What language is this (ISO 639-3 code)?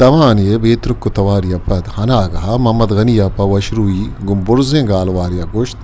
bgp